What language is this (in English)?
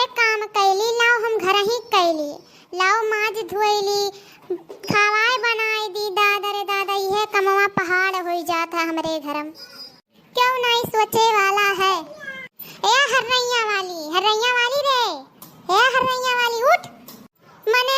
Awadhi